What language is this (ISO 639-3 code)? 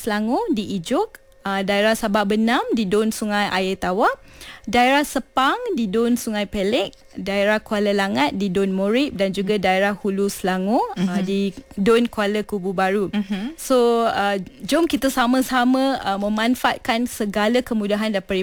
msa